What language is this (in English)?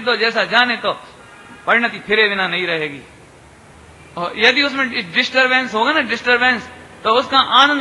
Hindi